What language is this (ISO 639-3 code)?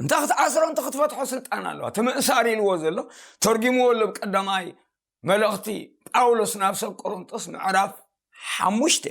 tir